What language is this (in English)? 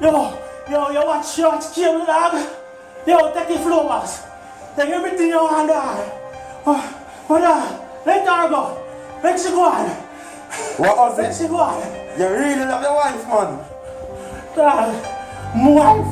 Jamaican Creole English